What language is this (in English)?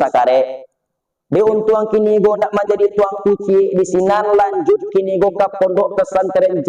Minangkabau